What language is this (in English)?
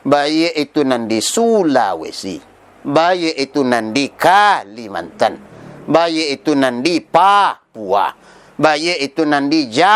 Minangkabau